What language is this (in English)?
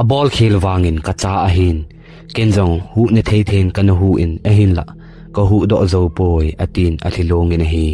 Thado Chin